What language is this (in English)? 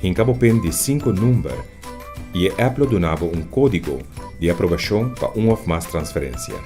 Papiamento